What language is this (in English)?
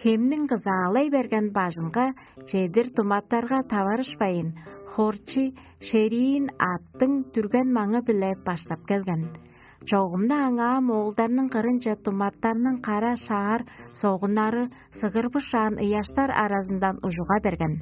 Tuvinian